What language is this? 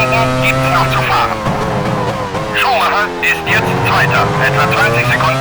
Bavarian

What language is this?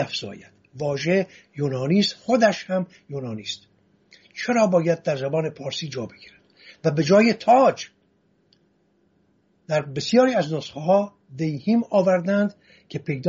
Persian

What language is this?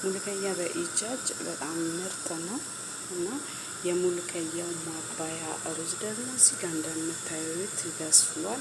Amharic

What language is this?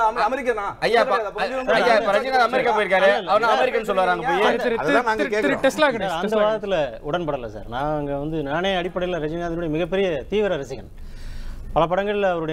Tamil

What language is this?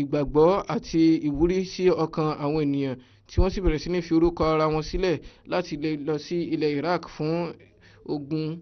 Yoruba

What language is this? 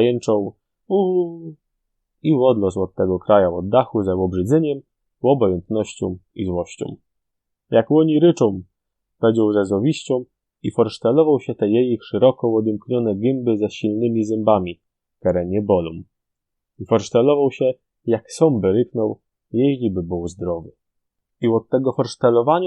Silesian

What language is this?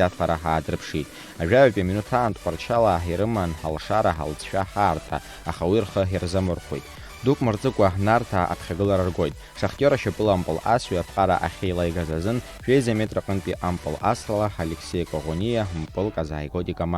Abkhazian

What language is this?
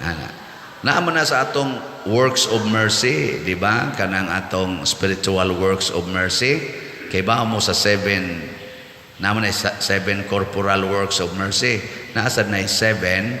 Cebuano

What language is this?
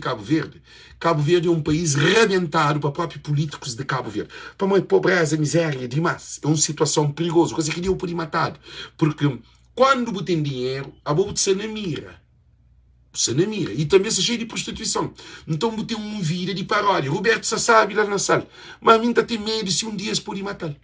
Kabuverdianu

